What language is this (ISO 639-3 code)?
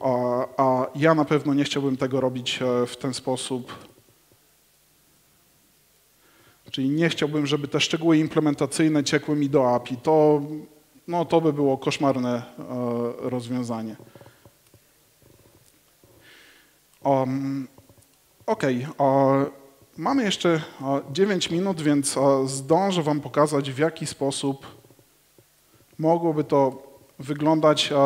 pol